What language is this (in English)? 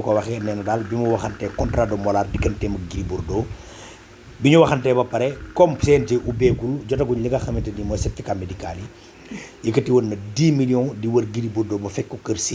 Wolof